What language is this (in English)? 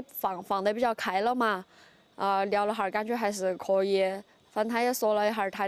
Chinese